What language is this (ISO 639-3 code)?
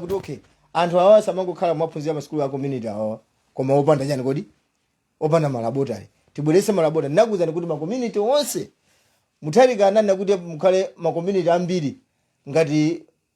nya